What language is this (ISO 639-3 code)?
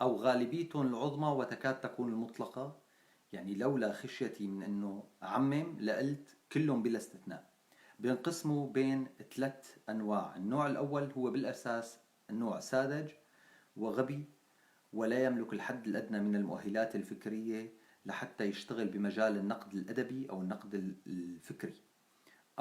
apc